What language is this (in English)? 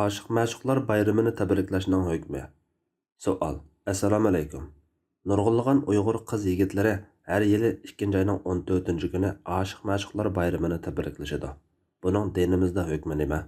Uyghur